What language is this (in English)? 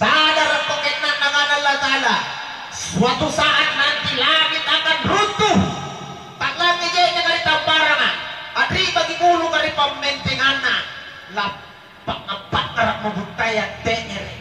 Makasar